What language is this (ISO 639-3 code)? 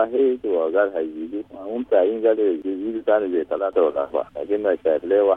apd